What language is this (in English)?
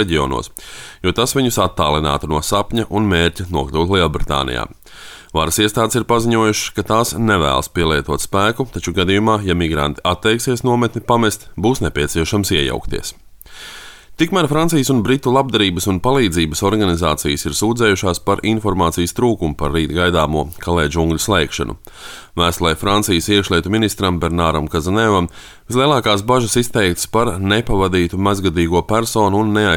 Latvian